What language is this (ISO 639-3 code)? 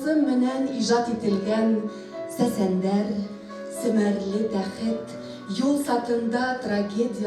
bak